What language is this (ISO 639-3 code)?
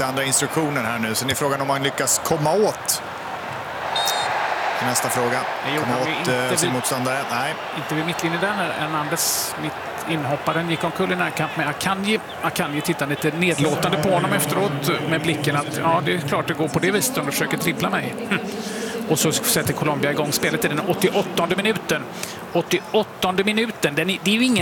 swe